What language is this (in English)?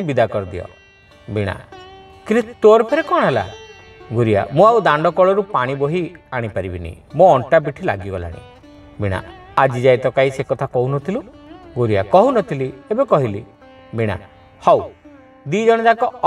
Odia